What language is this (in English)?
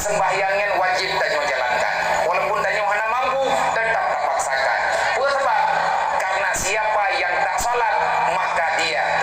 Achinese